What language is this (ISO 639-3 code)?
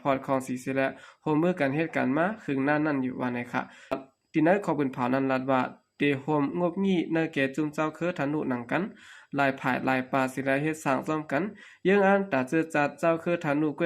shn